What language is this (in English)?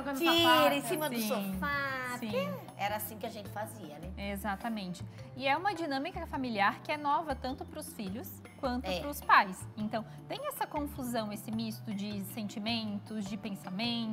Portuguese